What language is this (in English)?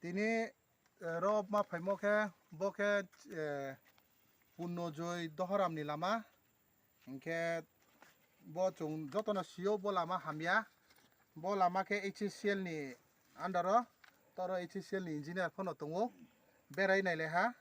Riang (India)